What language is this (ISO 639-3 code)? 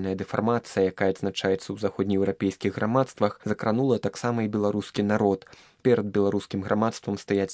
bel